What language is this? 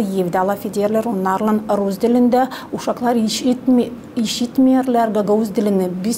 Gagauz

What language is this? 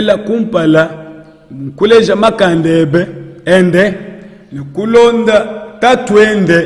Luba-Lulua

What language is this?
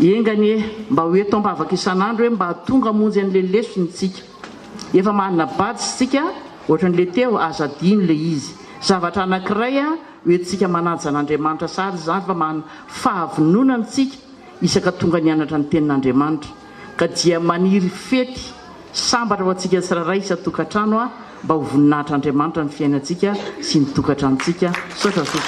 Malagasy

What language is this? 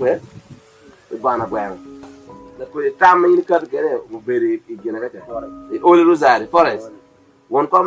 Acoli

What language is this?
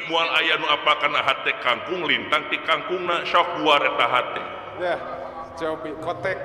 Sundanese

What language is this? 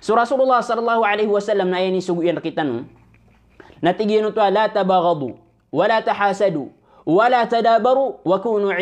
Maranao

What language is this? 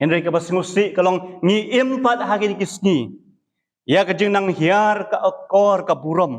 Khasi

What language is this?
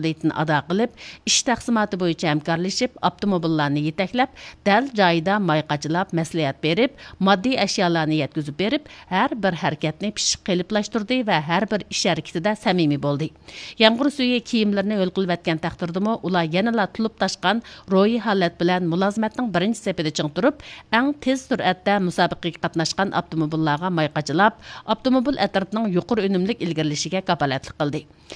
Uyghur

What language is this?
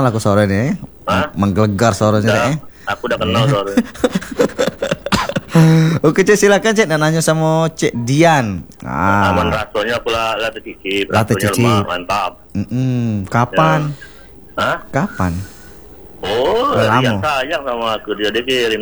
Indonesian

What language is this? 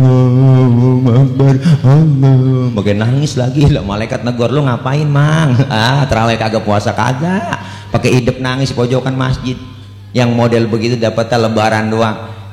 Betawi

